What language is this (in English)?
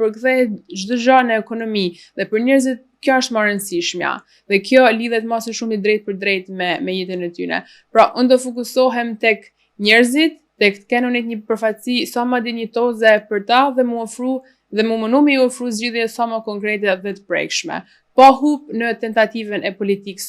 Albanian